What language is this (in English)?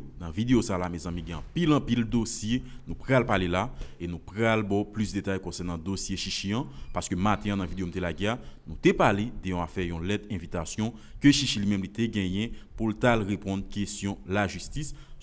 Haitian Creole